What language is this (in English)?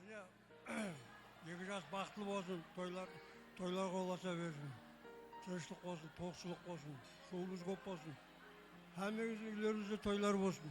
Kara-Kalpak